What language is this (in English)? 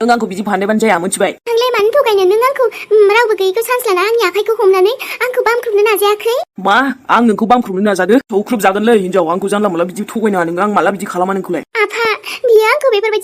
Bodo